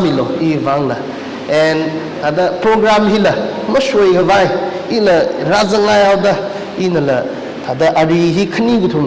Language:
Tangkhul Naga (India)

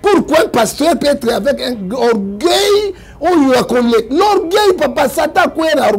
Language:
Lingala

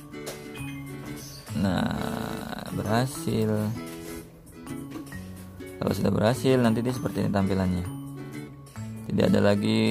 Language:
Indonesian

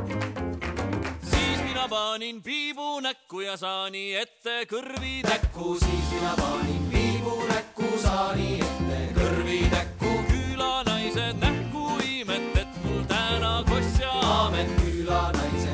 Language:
Estonian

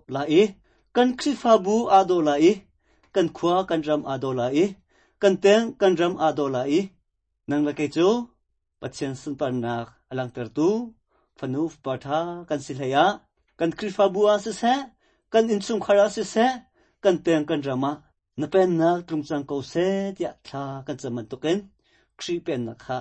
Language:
Hakha Chin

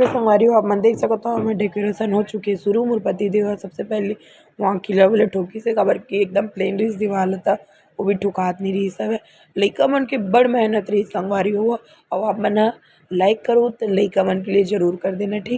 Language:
Chhattisgarhi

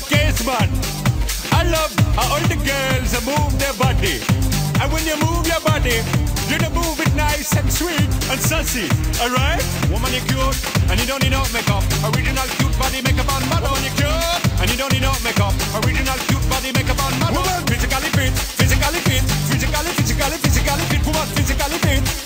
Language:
Slovak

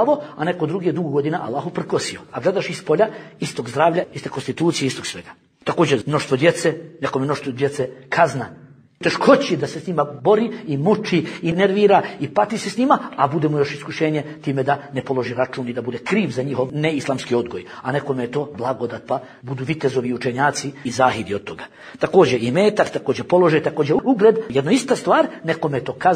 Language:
Bosnian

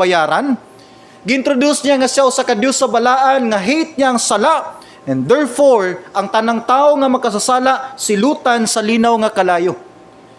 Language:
Cebuano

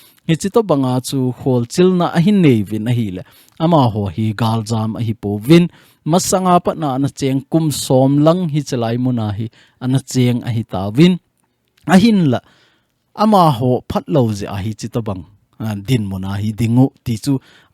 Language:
Thado Chin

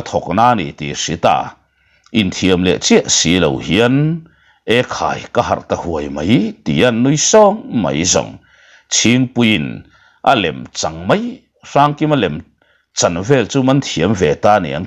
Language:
Mizo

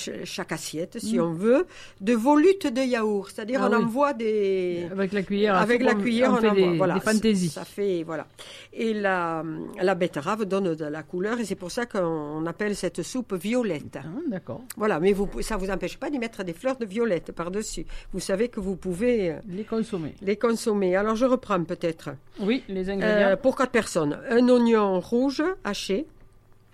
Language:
French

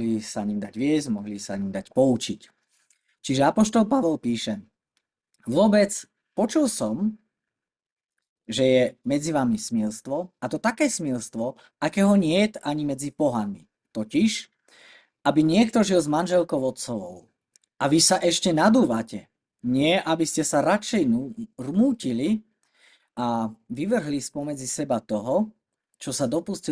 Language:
Slovak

